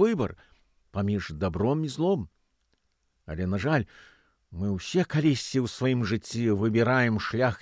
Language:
Belarusian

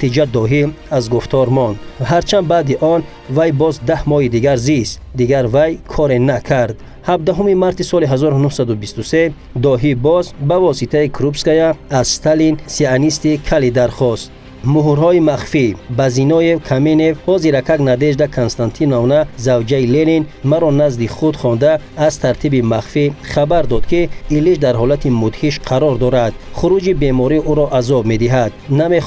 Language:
Tajik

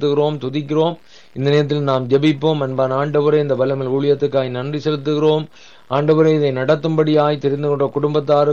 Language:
Tamil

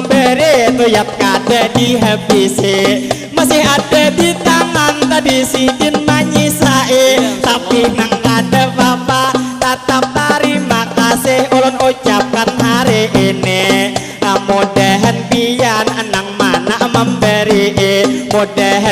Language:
Banjar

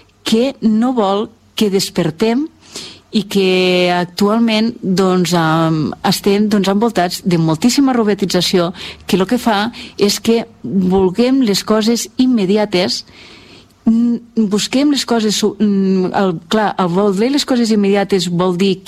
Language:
Catalan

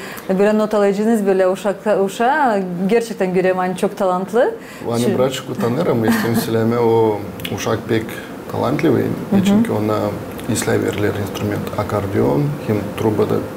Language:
Gagauz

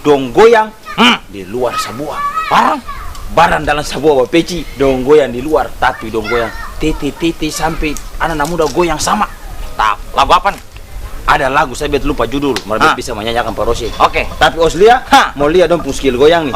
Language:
Ambonese Malay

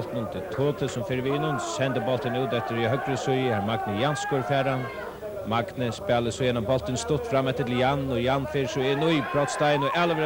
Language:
Faroese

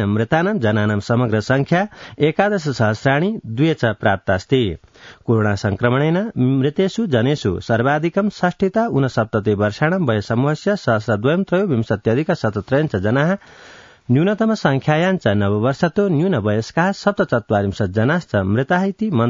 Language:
Sanskrit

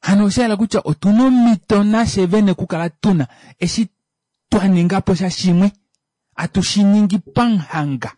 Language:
Kuanyama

